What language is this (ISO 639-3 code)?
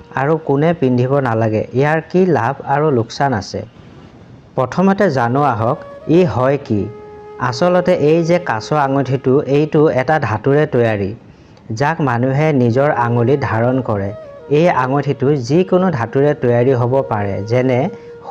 asm